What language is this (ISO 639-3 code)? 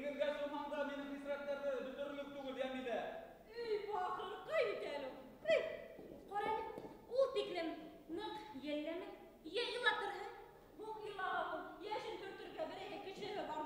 bak